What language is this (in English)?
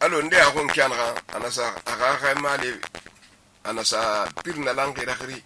Susu